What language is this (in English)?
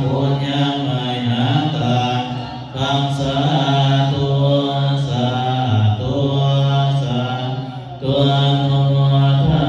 Pali